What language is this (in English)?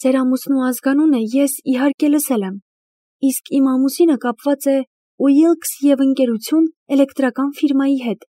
Armenian